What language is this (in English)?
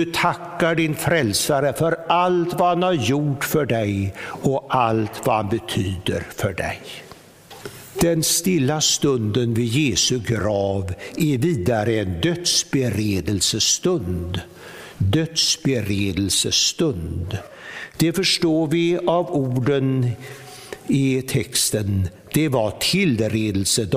Swedish